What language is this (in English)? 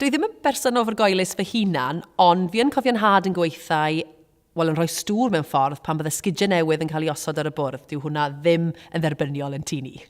Welsh